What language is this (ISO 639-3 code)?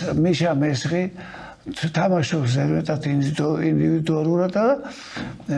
kat